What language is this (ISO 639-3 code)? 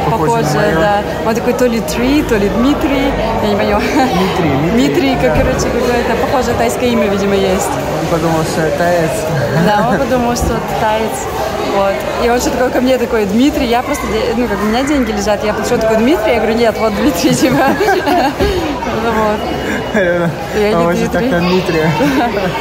rus